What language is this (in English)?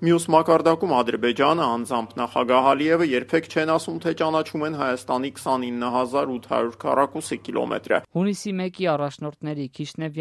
Armenian